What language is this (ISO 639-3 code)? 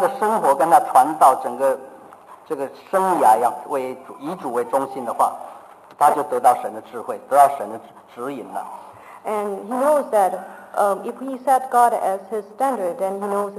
zho